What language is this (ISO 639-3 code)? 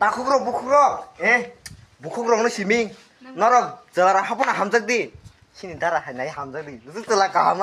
trp